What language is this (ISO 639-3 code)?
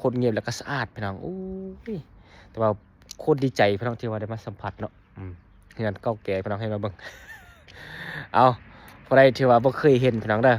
lao